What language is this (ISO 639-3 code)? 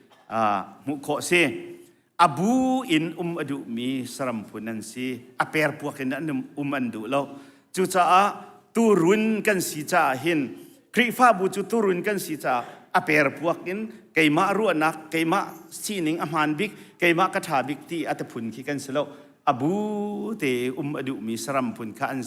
cnh